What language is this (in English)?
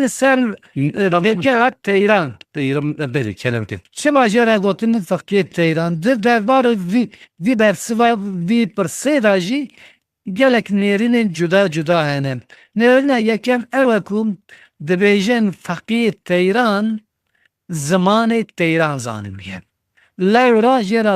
Kurdish